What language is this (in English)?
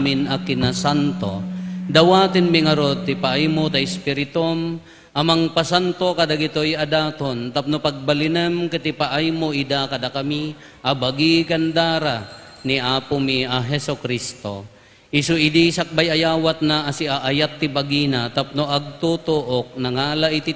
Iloko